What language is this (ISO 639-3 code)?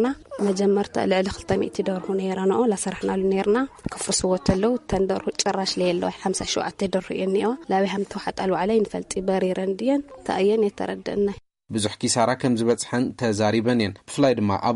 tir